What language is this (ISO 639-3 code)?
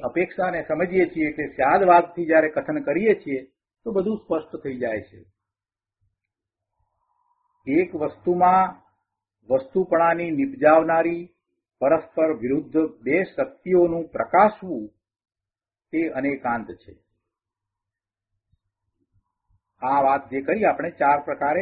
guj